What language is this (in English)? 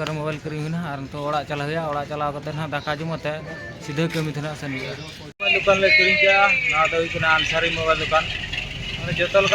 Santali